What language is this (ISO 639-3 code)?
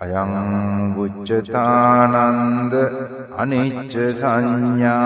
pli